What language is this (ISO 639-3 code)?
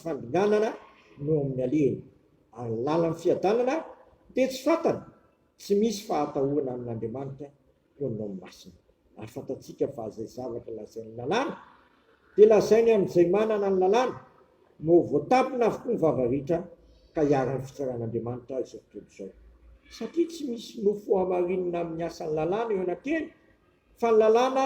mlg